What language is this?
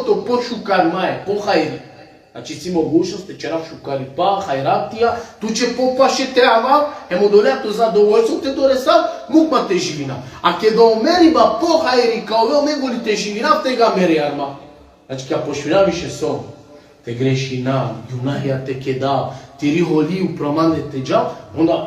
Balkan Romani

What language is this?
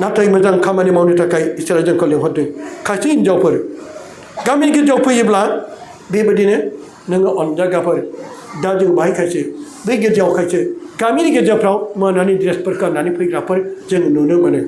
Bodo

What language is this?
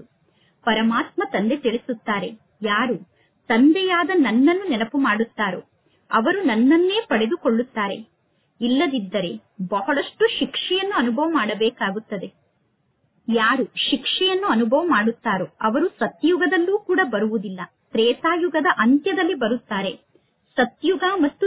Kannada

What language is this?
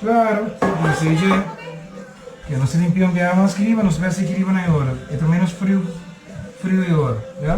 Papiamento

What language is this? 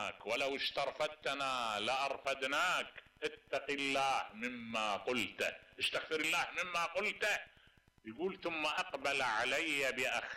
Mesopotamian Arabic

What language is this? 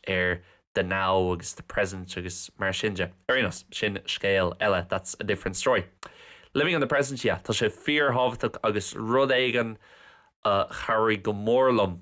Irish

